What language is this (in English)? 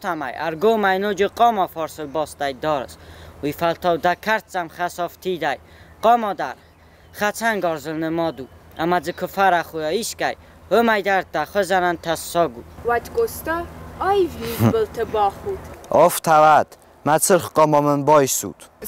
Ossetic